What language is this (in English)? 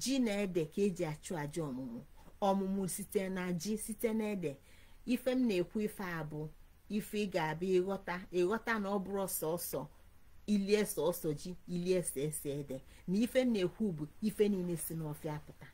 Igbo